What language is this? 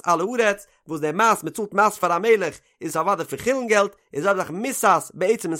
Yiddish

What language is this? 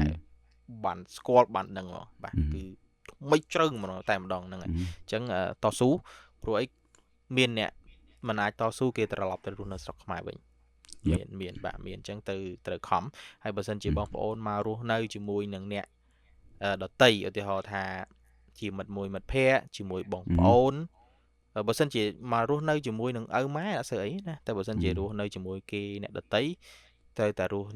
Khmer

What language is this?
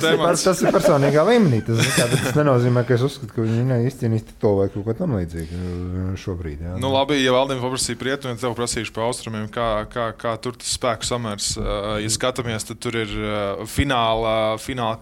Latvian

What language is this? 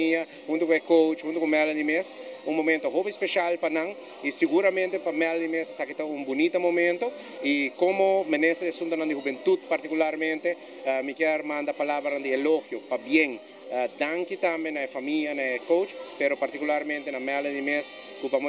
Papiamento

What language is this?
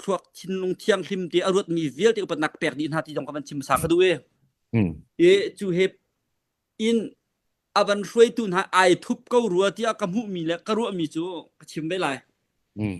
Hakha Chin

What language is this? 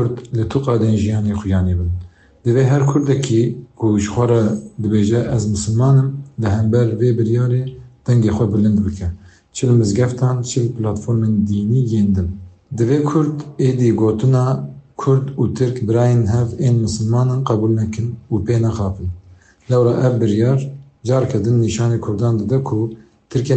Kurdish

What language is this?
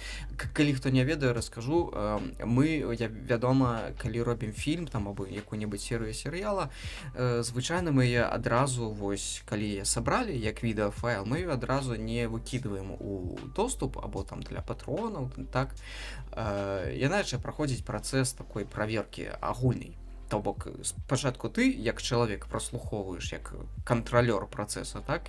Belarusian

